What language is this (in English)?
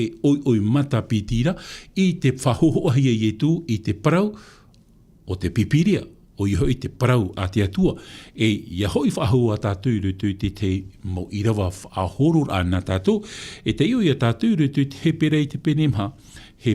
Tahitian